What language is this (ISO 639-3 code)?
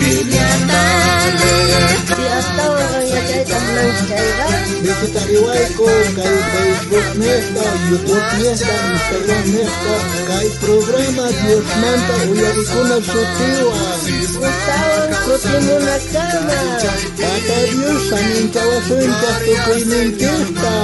quh